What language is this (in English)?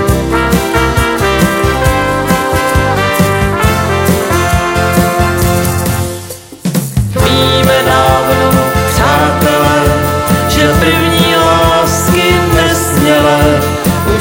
Czech